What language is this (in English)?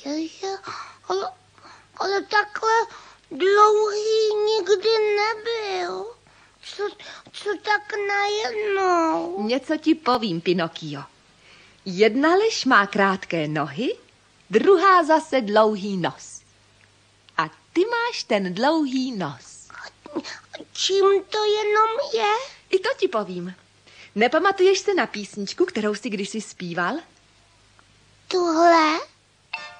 Czech